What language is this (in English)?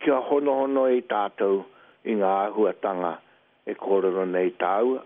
Māori